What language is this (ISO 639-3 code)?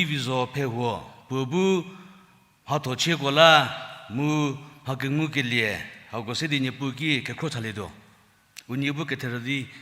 njm